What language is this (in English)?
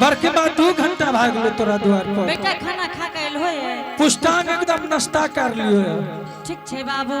Angika